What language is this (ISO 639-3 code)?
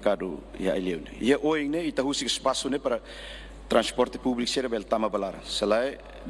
tet